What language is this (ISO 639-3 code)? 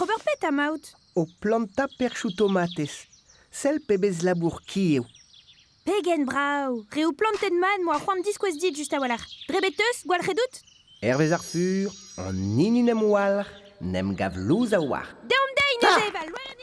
bre